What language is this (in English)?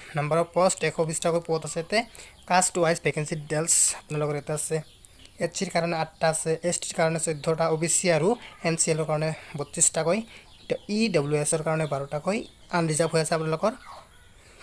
Assamese